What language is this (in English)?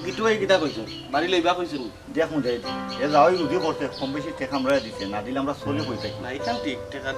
Sylheti